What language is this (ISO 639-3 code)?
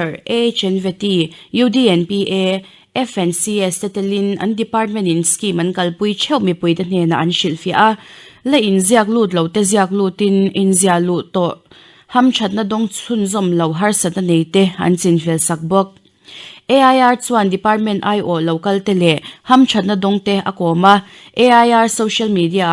lus